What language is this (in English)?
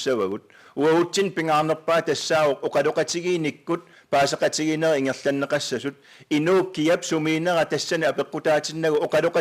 Kalaallisut